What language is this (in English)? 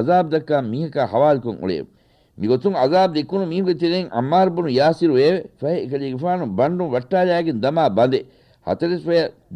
Divehi